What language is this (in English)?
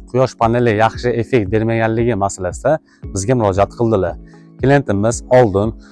Uzbek